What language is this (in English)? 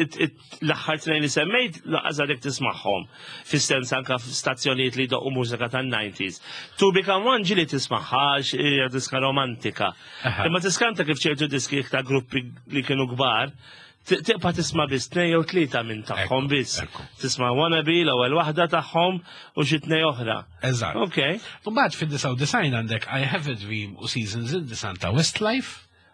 Maltese